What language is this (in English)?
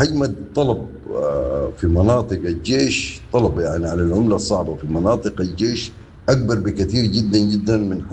Sudanese Arabic